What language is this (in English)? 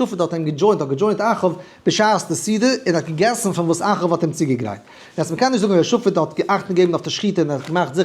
Yiddish